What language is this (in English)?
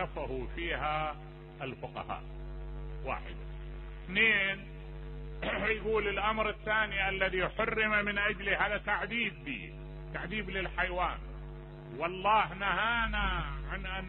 Mesopotamian Arabic